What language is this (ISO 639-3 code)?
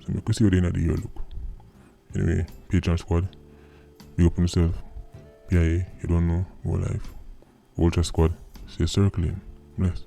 jam